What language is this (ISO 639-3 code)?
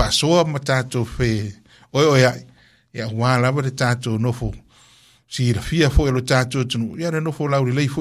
smo